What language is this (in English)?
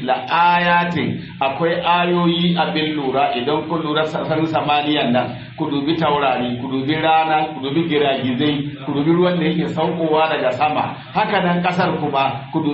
Hausa